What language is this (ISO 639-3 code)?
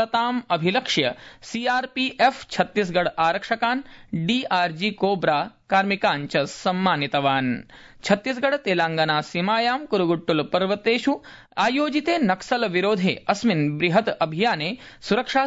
san